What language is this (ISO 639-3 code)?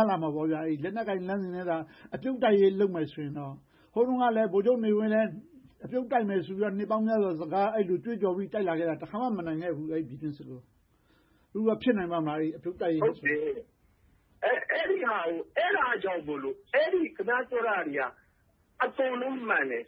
mya